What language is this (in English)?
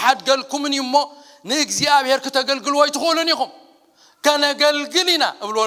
Tigrinya